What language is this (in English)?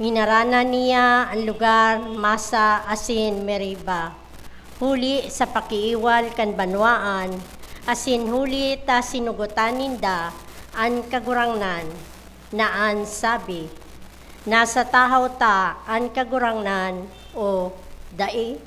Bikol